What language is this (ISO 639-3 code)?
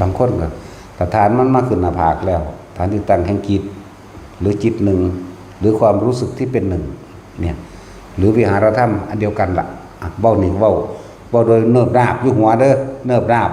tts